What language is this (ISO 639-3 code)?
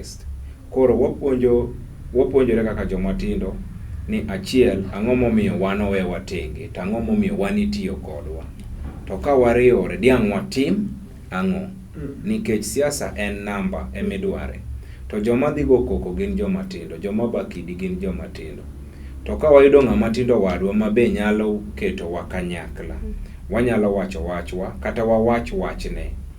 luo